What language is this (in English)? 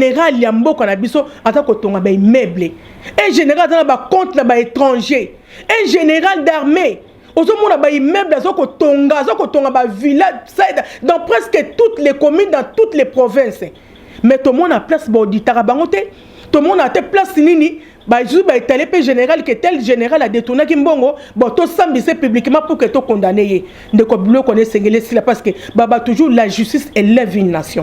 Lingala